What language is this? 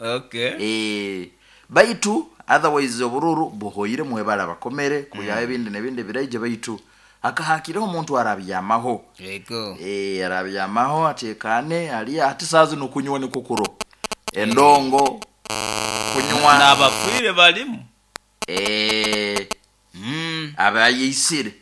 Nyoro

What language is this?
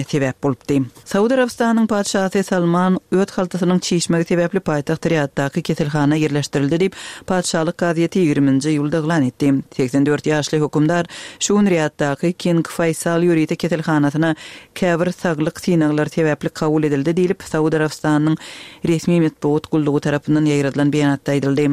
Turkmen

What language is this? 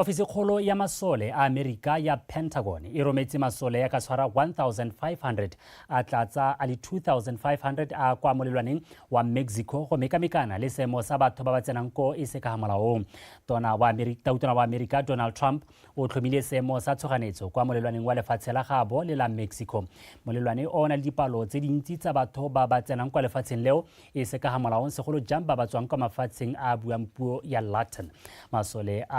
Tswana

